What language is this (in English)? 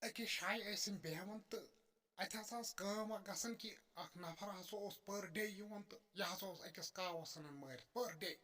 Kashmiri